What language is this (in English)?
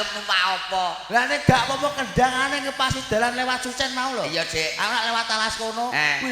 Javanese